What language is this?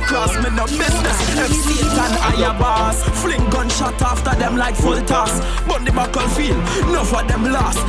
Jamaican Creole English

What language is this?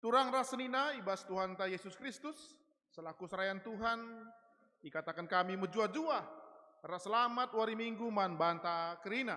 Batak Karo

